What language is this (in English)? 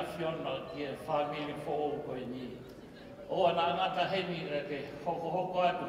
Tongan